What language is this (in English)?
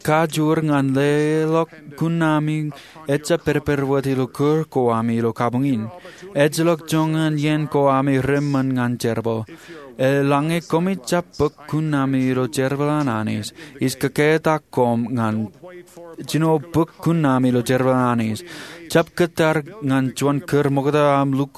Marshallese